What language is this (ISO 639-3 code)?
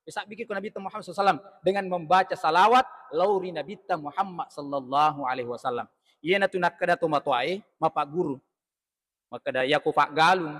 bug